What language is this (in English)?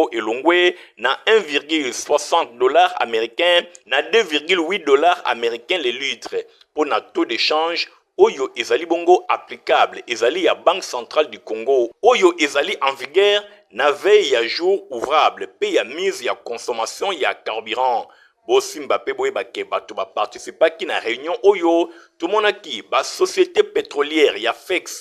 Lingala